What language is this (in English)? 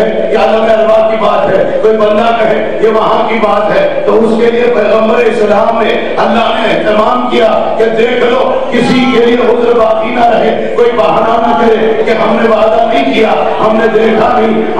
Urdu